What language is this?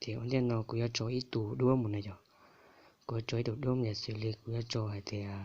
Hmong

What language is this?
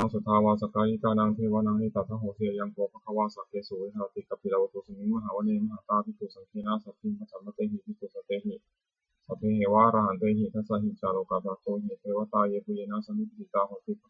Pali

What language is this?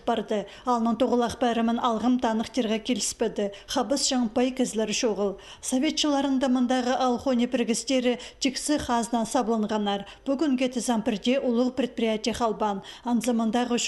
Khakas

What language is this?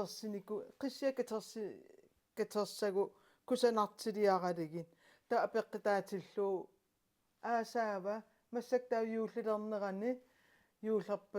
Kalaallisut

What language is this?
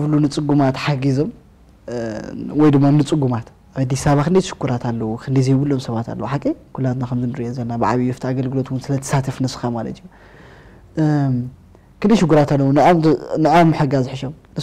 Tigrinya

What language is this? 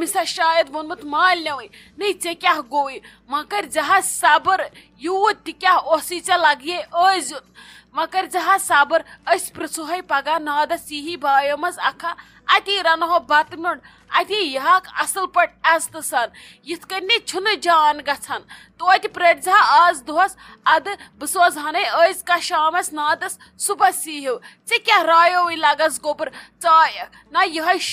Kashmiri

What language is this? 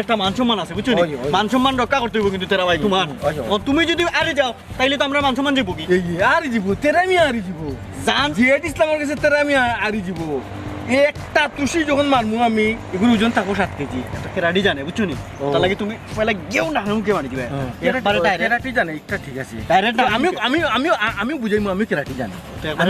Sylheti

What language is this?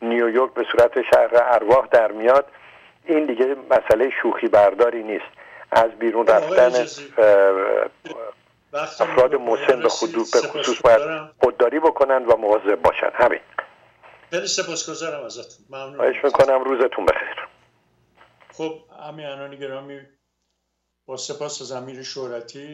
Persian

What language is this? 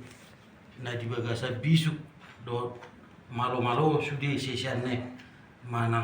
Batak Toba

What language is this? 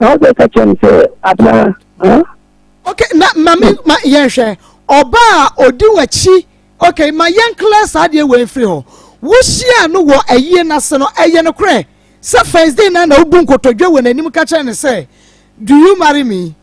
Akan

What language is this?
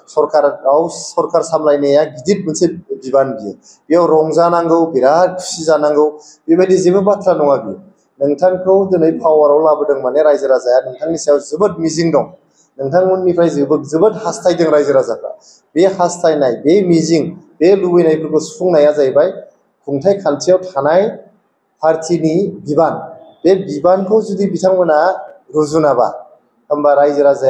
Bodo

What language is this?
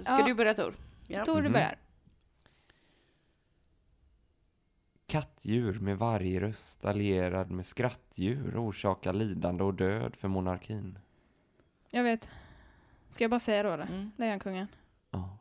Swedish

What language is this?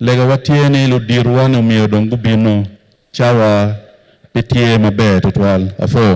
Acoli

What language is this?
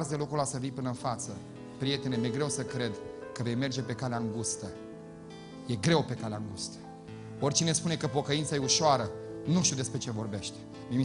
Romanian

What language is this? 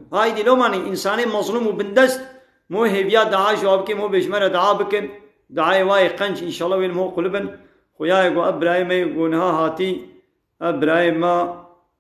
Kurdish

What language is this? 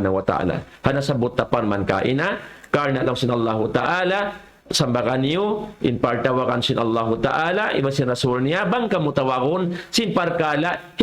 Tausug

